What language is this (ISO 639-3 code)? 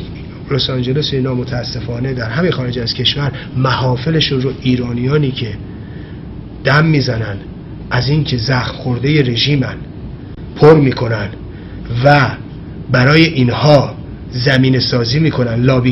fas